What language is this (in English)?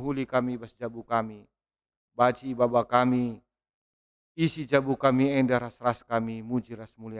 Batak Karo